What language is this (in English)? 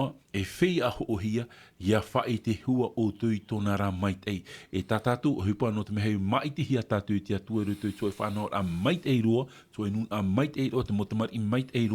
Tahitian